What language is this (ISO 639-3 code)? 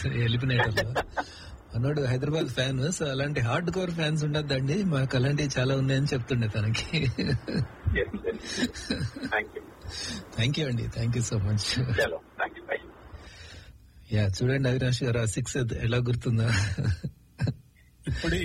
tel